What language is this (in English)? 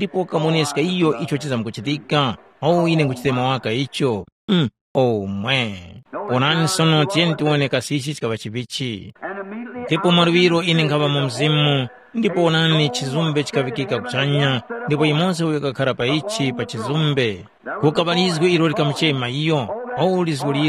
Tumbuka